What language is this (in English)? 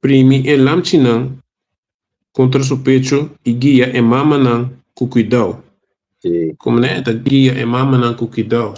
Papiamento